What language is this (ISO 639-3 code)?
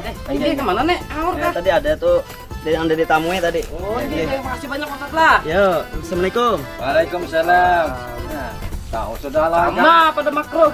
bjn